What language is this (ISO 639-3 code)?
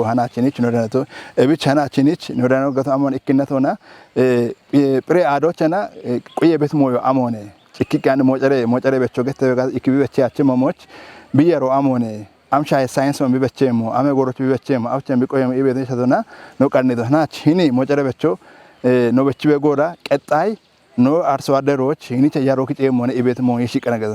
kbr